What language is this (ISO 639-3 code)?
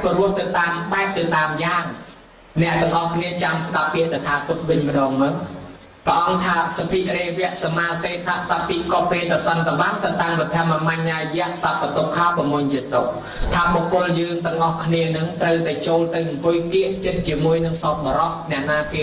khm